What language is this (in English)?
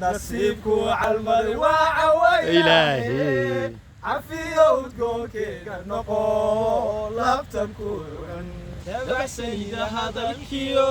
Somali